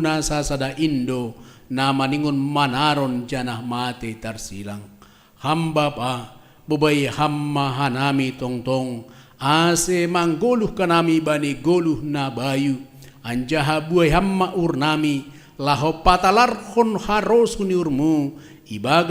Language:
Batak Simalungun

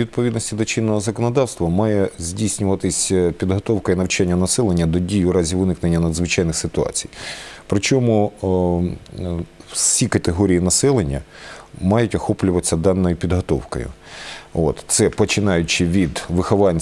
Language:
Ukrainian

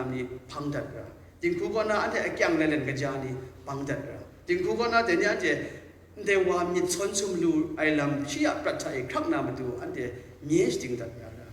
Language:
Kachin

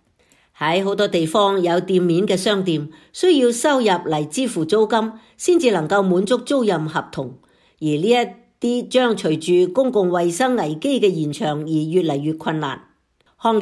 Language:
Cantonese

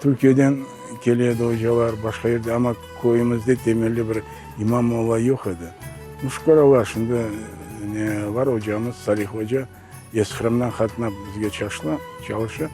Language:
Crimean Tatar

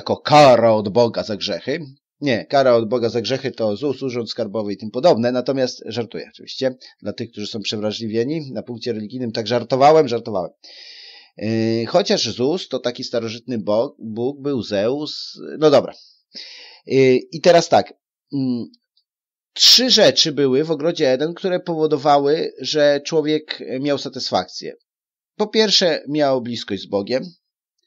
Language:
Polish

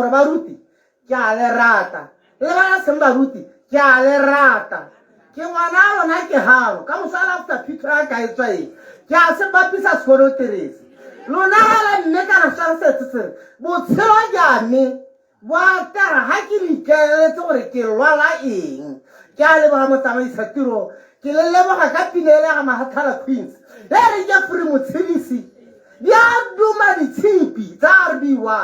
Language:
Tswana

